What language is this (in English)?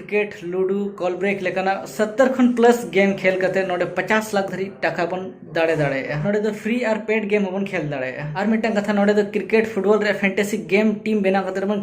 Santali